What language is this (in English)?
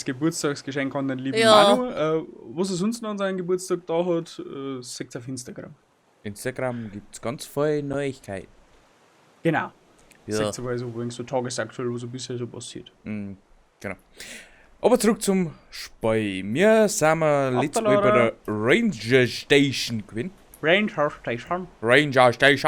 Bavarian